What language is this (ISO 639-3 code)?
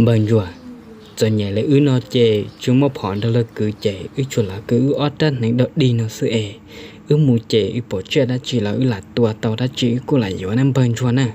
hmn